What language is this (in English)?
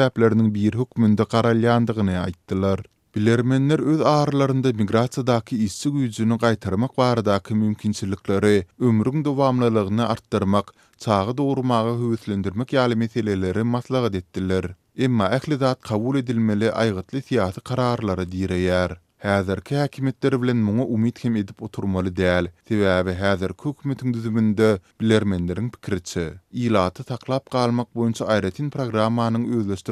Turkmen